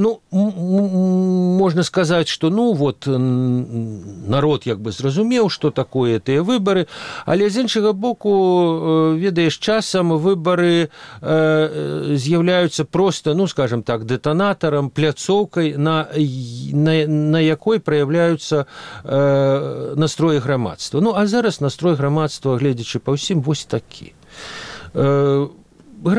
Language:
Belarusian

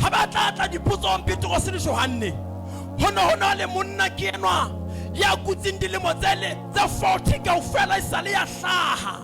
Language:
Southern Sotho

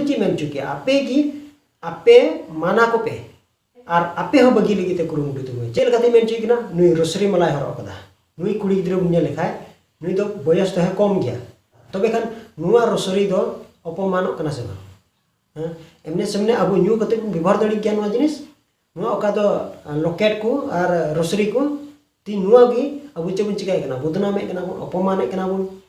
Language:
Santali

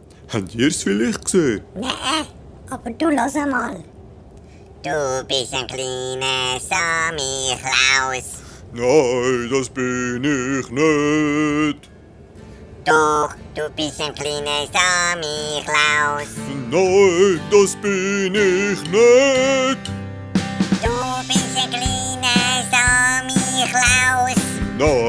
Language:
Swiss German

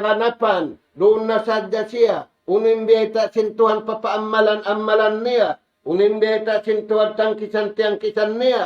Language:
Tausug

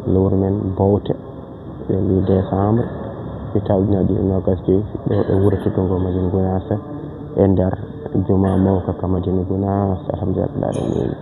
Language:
Fula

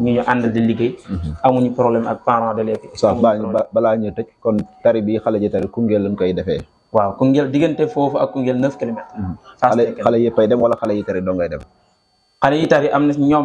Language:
Wolof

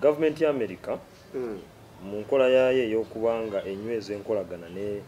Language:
Ganda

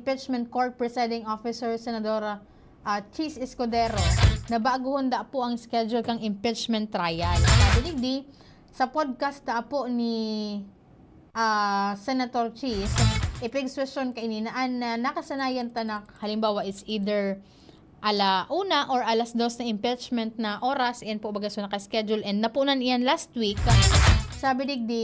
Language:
Bikol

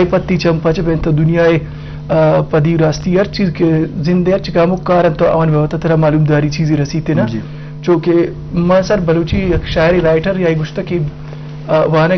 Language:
Eastern Balochi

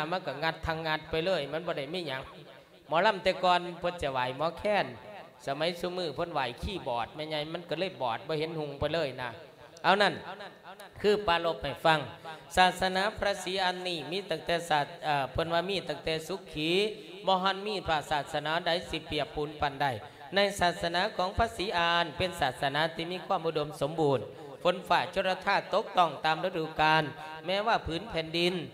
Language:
Lao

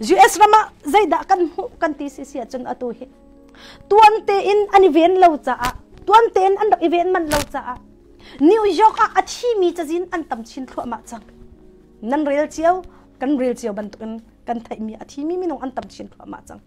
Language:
Hakha Chin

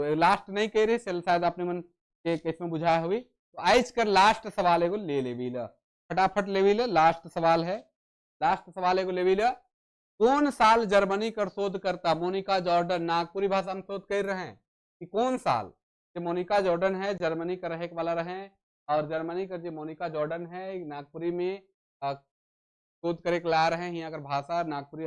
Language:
Sadri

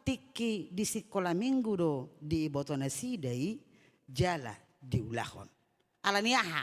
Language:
Batak Toba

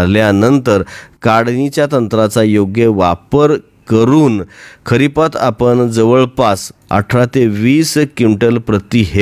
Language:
Marathi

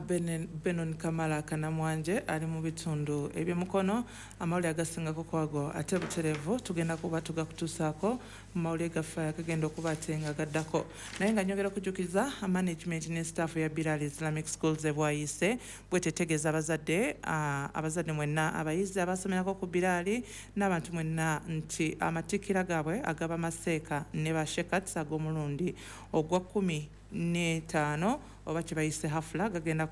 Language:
Ganda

